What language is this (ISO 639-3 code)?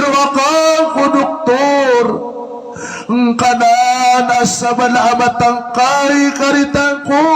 mrw